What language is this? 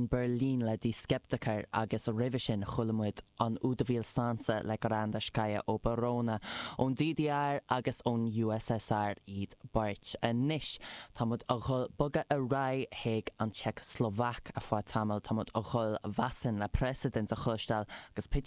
Irish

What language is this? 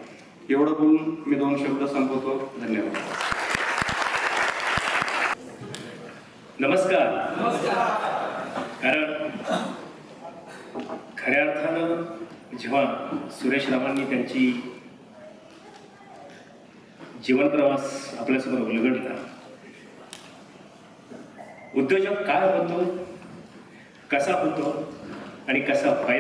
Marathi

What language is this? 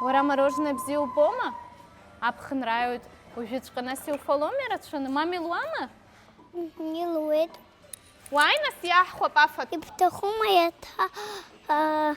Abkhazian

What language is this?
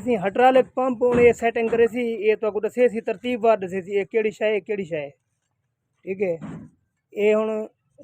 Saraiki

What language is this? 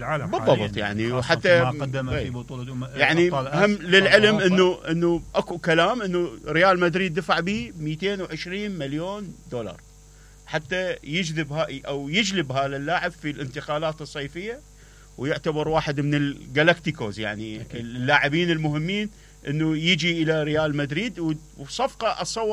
Mesopotamian Arabic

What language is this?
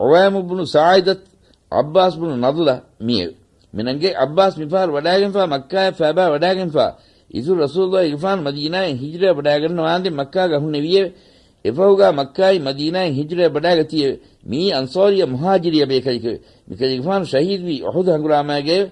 Divehi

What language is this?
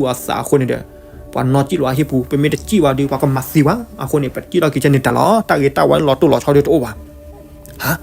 S'gaw Karen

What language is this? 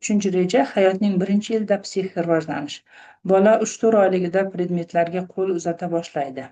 Uzbek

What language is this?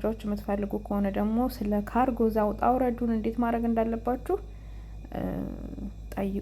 Amharic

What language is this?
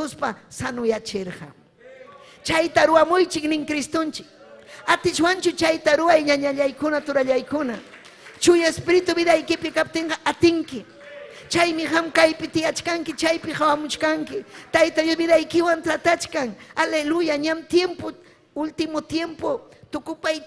Ayacucho Quechua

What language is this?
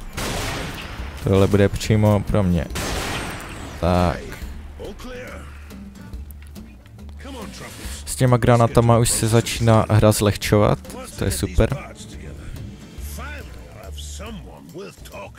Czech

